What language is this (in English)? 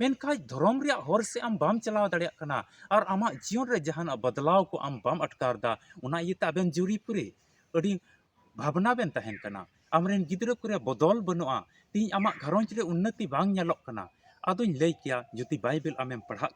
Santali